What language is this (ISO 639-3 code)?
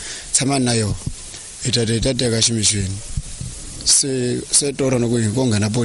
tso